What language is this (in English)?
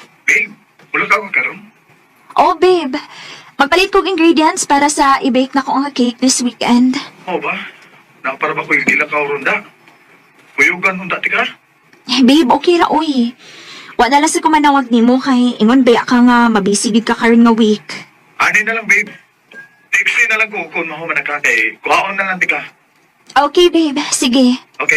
Cebuano